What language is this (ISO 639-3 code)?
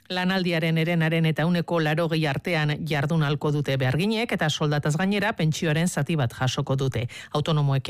eus